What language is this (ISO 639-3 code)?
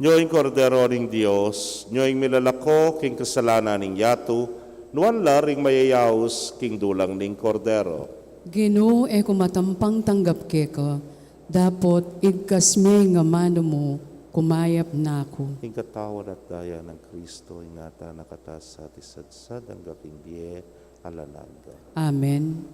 pam